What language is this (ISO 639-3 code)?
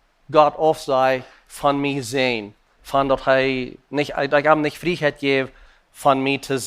pdt